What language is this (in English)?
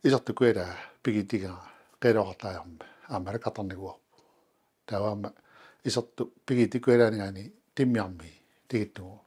Kalaallisut